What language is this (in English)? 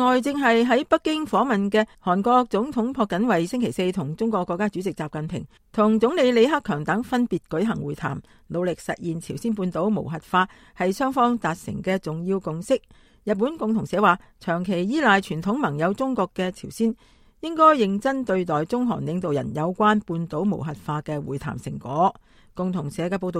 Cantonese